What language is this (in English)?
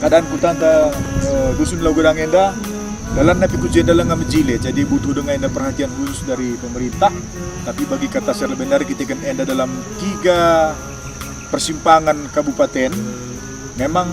Batak Karo